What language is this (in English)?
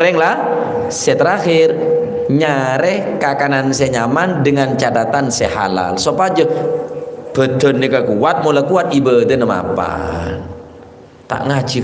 Madurese